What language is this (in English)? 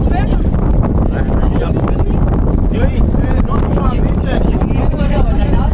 Swahili